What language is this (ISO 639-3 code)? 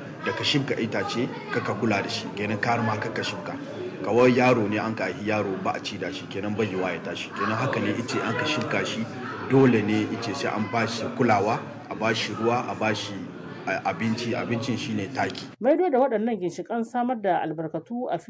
hau